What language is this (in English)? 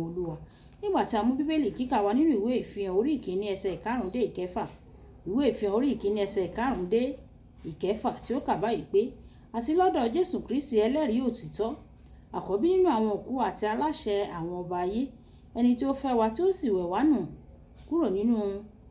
Yoruba